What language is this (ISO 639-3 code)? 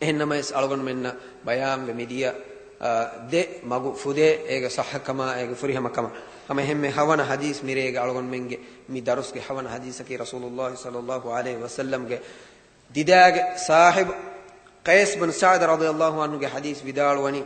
div